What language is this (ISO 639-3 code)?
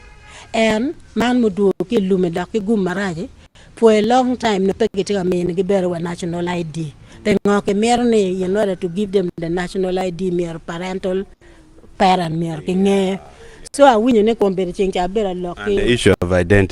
ach